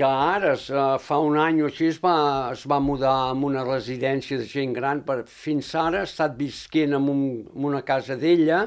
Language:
Catalan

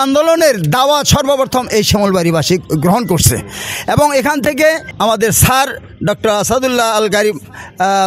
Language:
Bangla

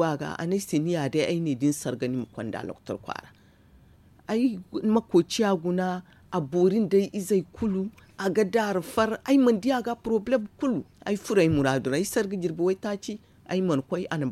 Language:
Zarma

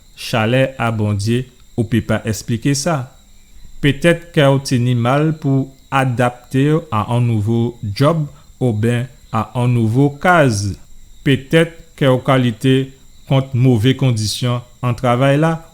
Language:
Guadeloupean Creole French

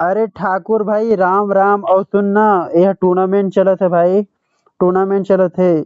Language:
Chhattisgarhi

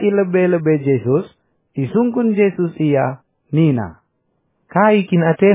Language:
Batak Karo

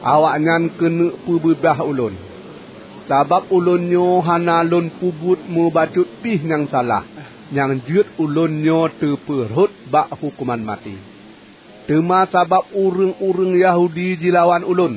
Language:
Achinese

